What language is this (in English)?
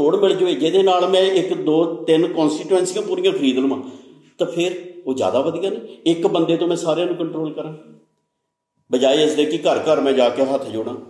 Punjabi